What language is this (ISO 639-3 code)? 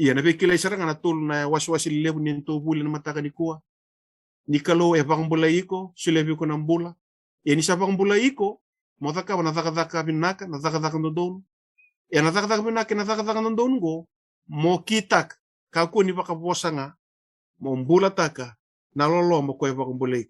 fij